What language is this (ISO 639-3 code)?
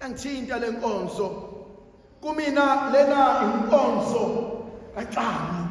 zul